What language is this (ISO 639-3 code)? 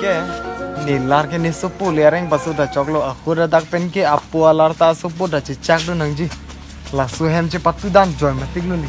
mjw